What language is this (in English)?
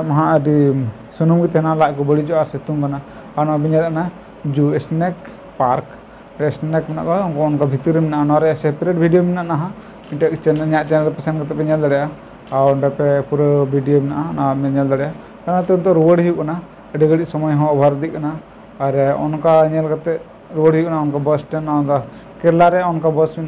Santali